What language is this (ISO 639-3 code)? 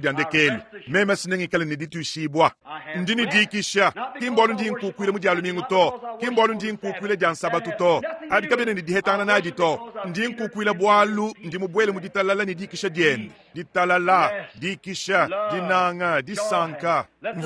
lua